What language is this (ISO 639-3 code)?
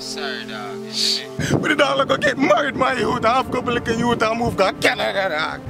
jam